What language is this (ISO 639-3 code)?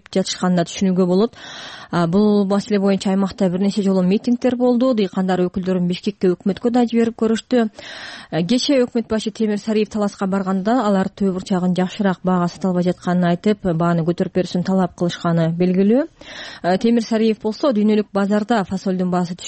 kir